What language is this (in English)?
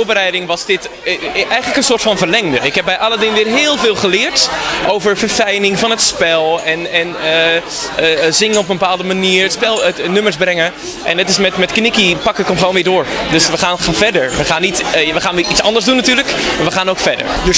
Dutch